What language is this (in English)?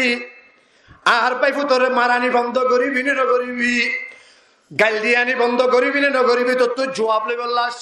Rohingya